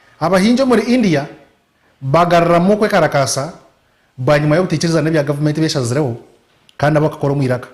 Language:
Nyankole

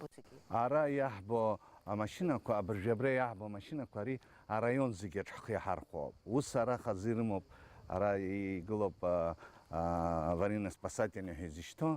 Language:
Abkhazian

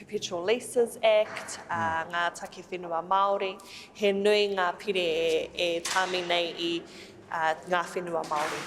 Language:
Māori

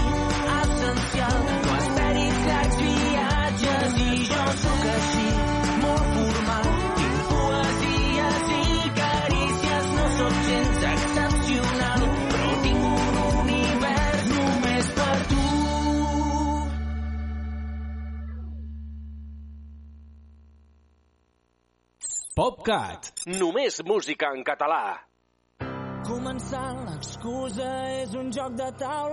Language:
Catalan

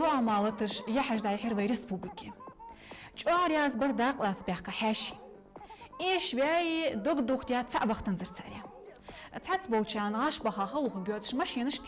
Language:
Ingush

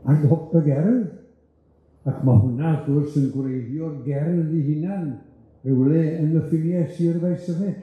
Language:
Welsh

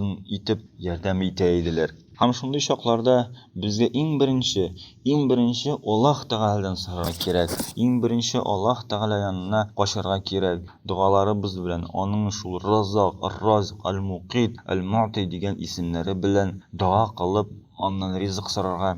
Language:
Tatar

